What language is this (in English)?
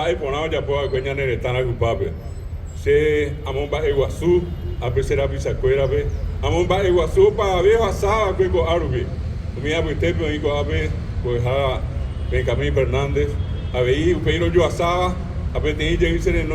Guarani